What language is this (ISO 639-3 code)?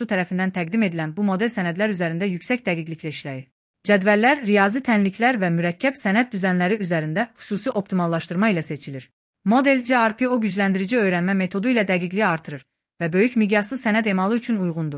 aze